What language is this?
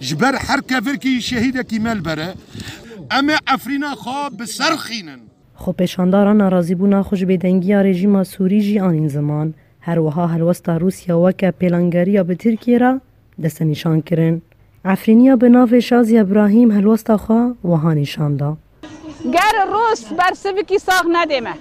Kurdish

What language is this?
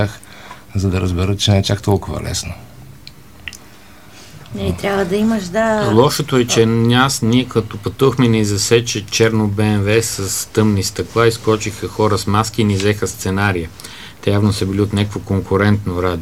Bulgarian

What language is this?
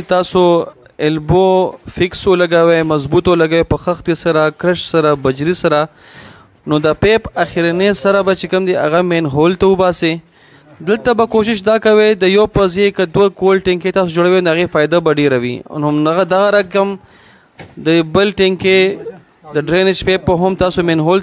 Pashto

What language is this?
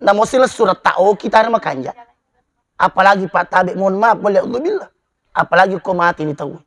Buginese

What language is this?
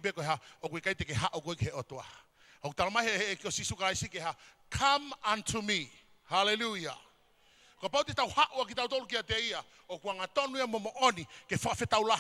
Tongan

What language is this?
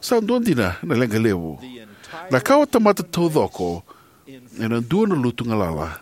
Fijian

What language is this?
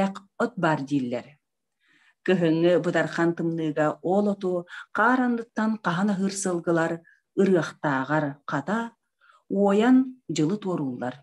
Yakut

